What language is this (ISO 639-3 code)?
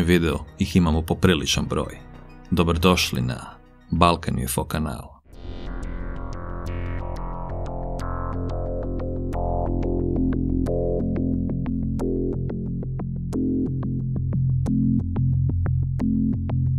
hrv